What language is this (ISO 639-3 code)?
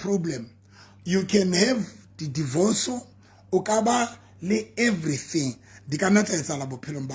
sot